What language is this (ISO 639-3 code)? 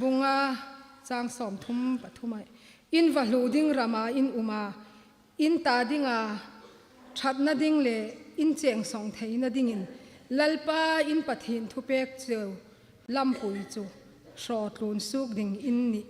hmr